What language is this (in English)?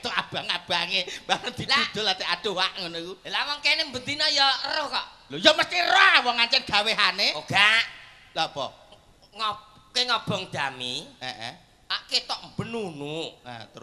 Javanese